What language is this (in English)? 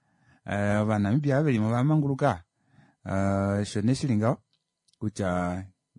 Kuanyama